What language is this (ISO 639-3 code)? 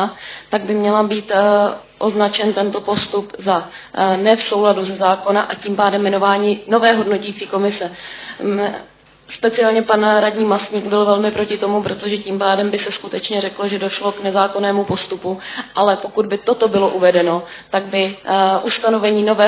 ces